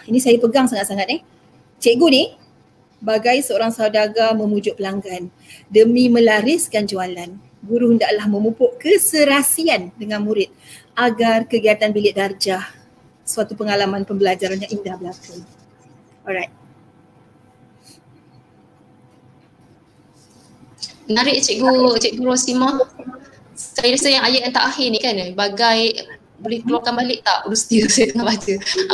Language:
Malay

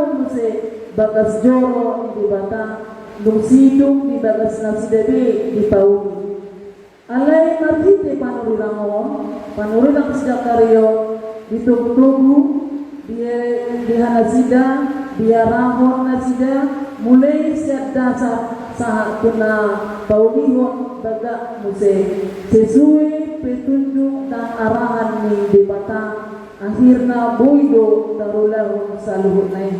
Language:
Batak Toba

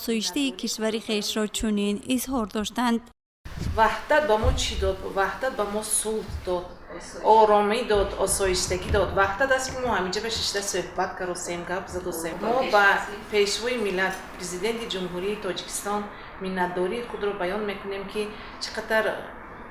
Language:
Tajik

